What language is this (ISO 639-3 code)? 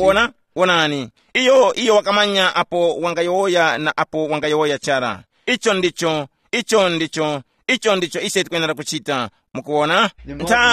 tum